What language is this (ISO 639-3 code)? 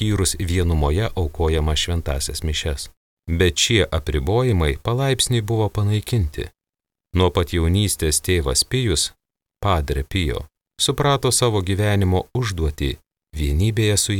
lit